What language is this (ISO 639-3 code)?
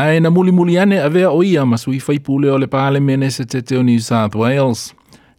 smo